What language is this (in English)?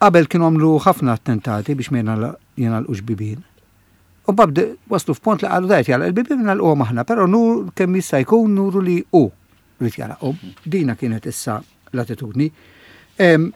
Maltese